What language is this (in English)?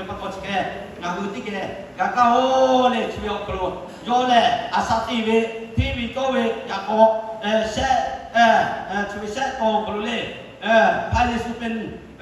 Lahu